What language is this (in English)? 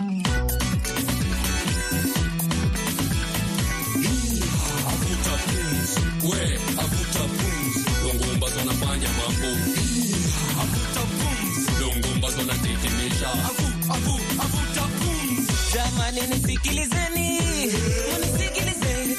Swahili